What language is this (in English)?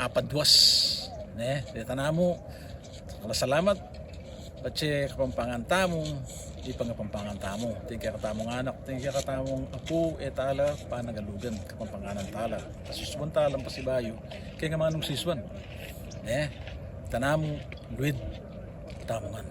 Pampanga